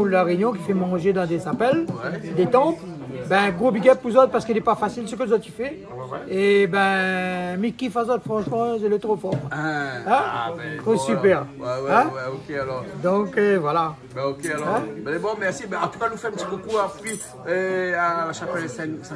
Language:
Réunion Creole French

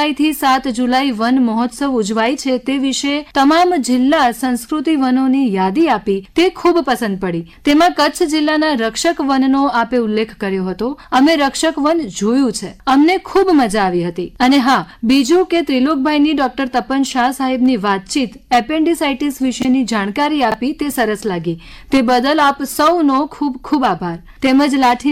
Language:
Gujarati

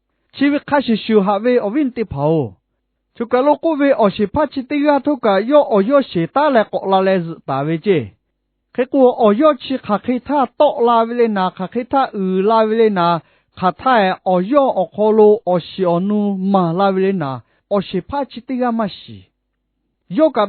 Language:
Lahu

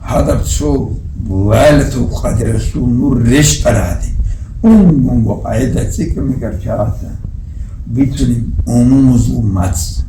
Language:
Avaric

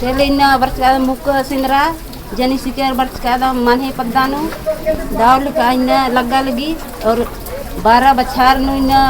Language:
Kurukh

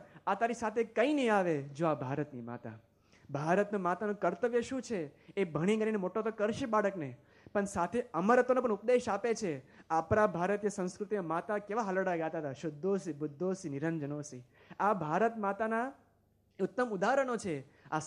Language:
Gujarati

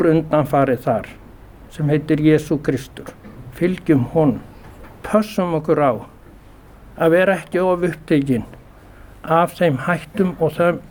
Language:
Icelandic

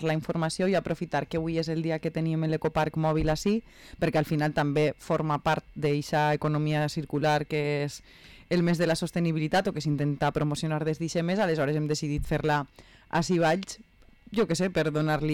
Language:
Catalan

